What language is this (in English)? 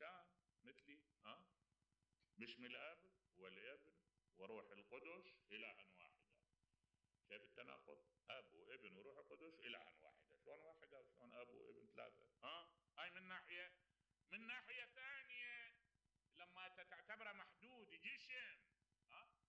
Mesopotamian Arabic